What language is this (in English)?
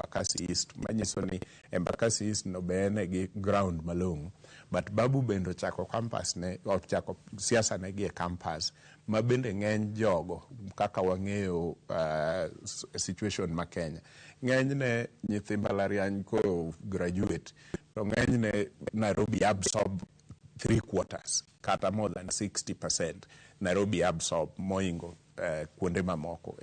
Luo (Kenya and Tanzania)